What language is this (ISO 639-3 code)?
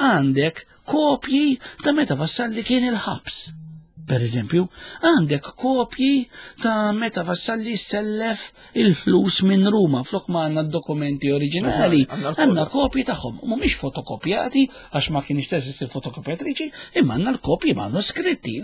mlt